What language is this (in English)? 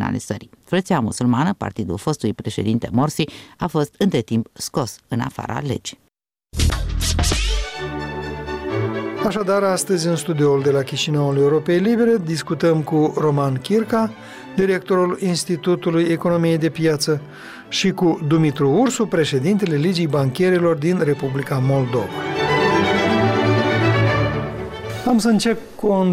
Romanian